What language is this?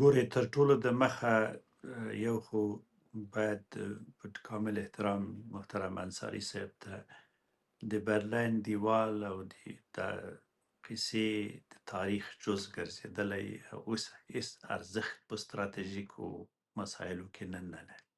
Pashto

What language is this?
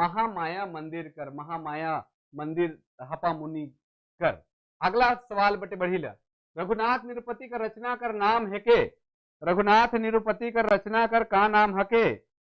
Sadri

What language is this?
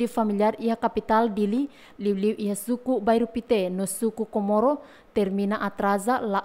Tetum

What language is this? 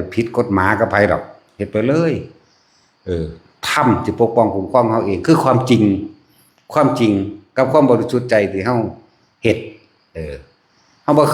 Lao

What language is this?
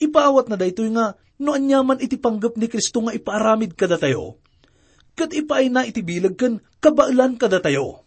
Iloko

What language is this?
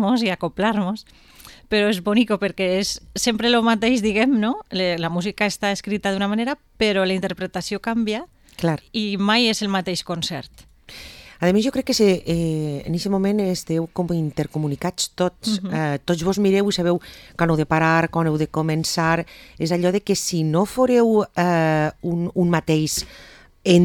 Catalan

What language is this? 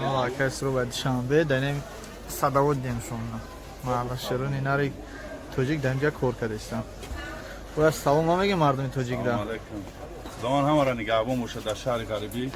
Tajik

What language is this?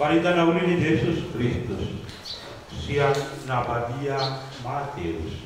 Batak Toba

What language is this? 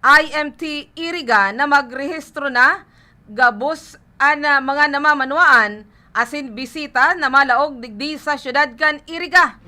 Bikol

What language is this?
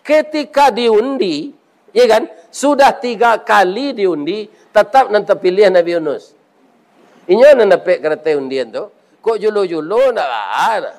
Minangkabau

